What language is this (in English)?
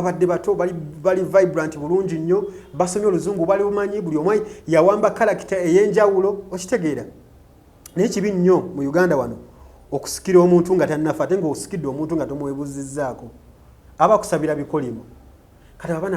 Ganda